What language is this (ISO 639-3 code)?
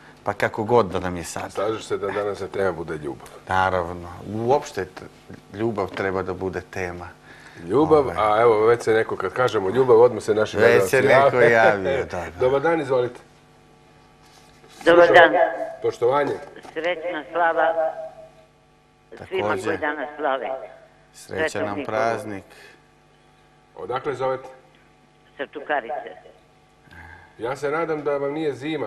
srp